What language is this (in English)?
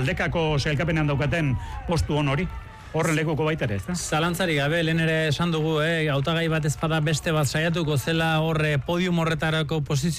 Basque